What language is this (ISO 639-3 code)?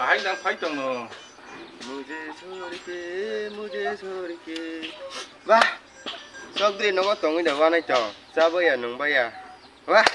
trp